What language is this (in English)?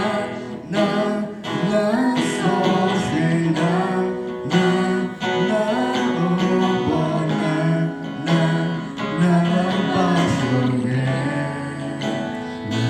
S'gaw Karen